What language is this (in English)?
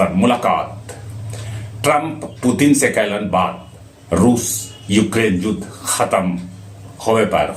Magahi